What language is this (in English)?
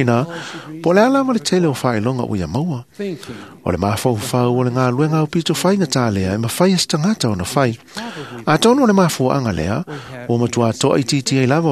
Samoan